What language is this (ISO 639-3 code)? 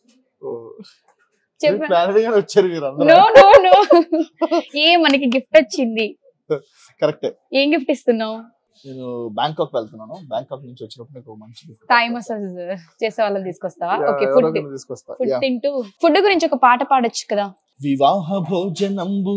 tel